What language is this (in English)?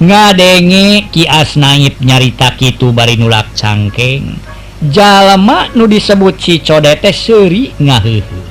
Sundanese